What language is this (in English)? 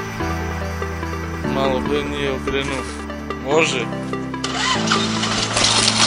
Croatian